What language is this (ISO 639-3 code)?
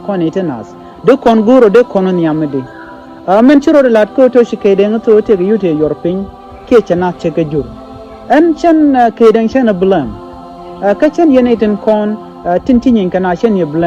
nus